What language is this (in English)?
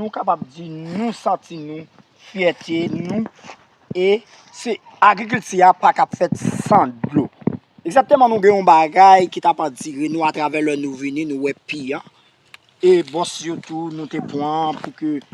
Haitian Creole